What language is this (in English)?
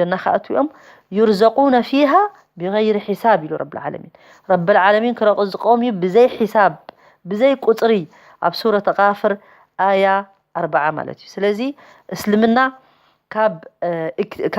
Tigrinya